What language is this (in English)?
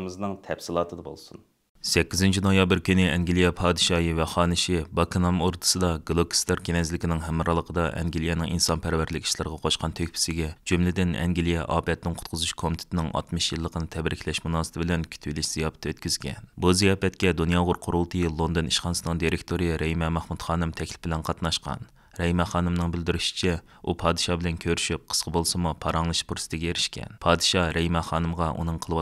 Uyghur